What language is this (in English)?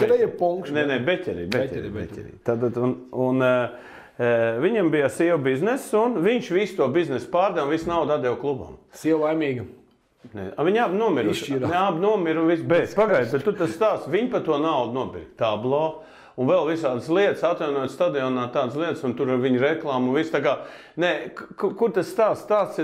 Latvian